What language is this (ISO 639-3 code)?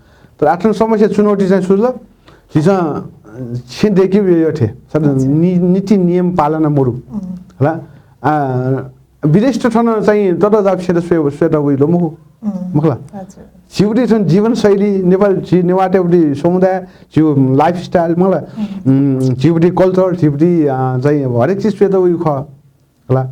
new